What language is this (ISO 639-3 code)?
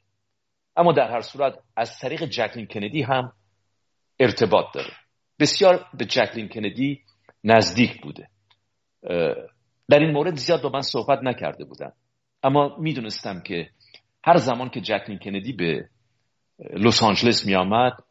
fas